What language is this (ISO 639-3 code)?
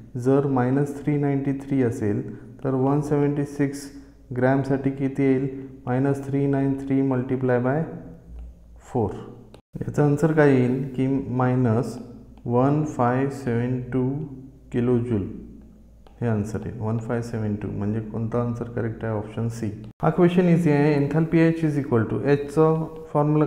mar